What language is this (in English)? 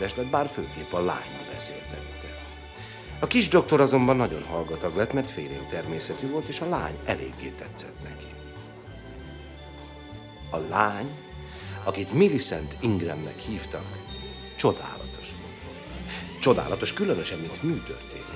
Hungarian